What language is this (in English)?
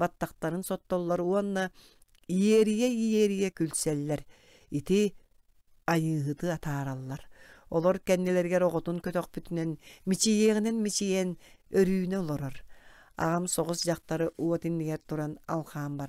Yakut